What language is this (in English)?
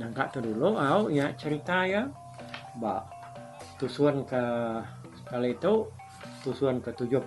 Iban